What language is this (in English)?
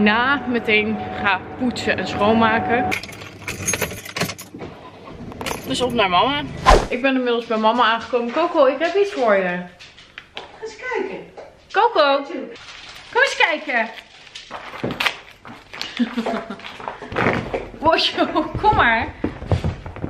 Dutch